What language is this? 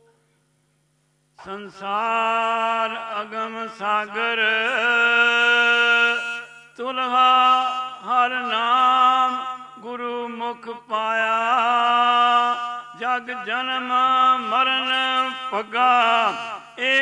Punjabi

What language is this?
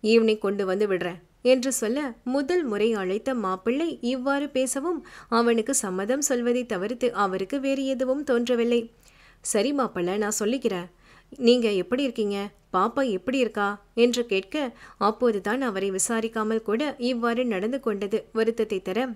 Tamil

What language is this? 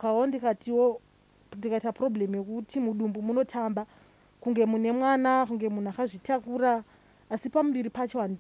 Shona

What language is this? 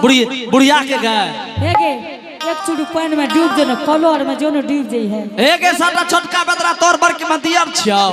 Angika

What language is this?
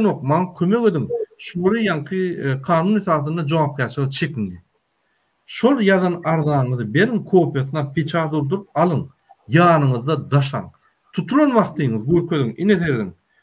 Turkmen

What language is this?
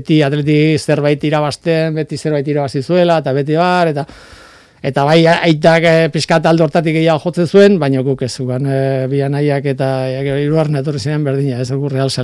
Basque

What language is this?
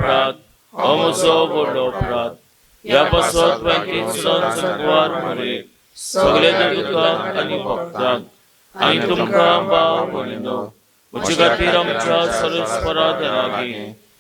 Konkani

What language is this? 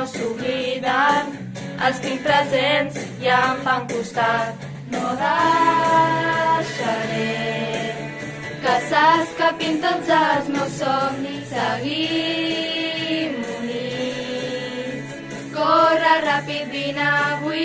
Catalan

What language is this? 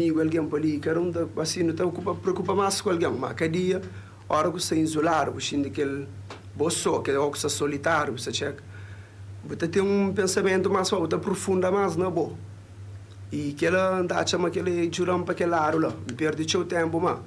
Kabuverdianu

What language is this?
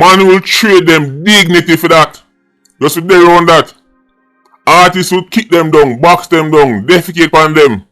Jamaican Creole English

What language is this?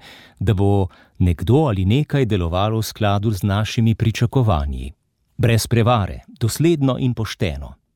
Slovenian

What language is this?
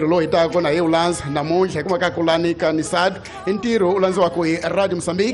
Tsonga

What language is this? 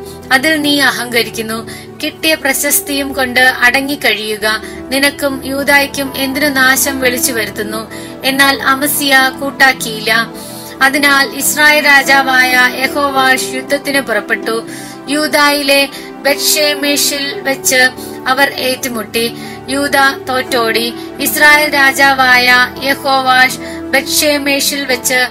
Malayalam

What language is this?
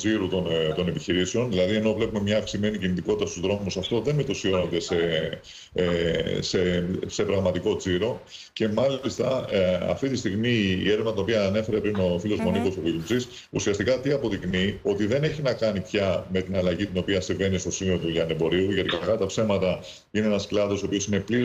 Greek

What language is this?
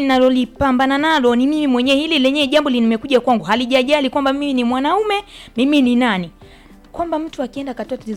Swahili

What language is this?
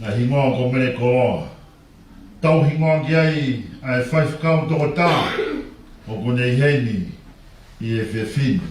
Tongan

